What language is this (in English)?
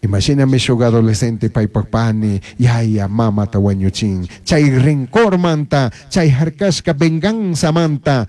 Chimborazo Highland Quichua